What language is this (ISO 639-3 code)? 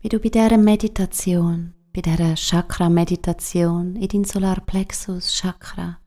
gsw